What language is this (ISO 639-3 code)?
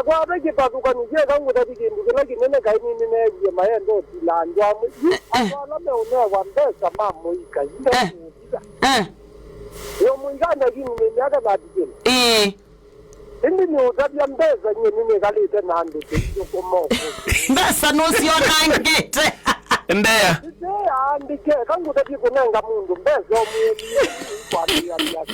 kam